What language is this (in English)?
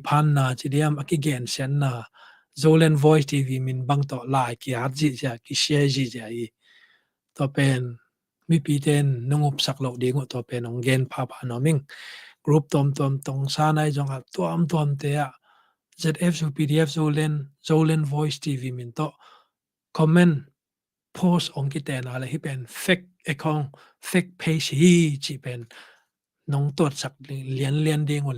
Tedim Chin